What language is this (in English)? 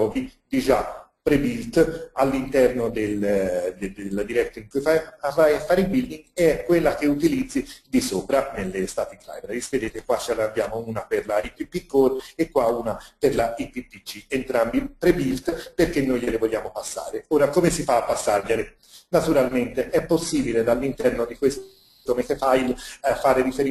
Italian